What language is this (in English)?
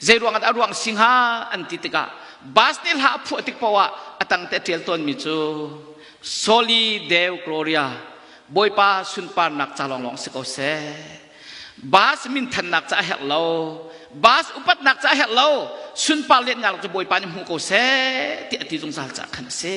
Hakha Chin